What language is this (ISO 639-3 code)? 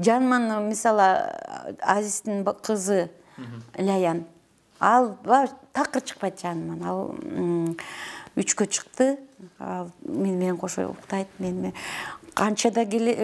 kir